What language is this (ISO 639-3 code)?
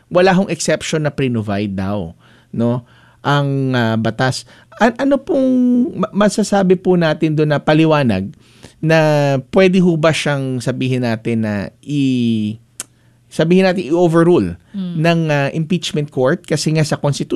fil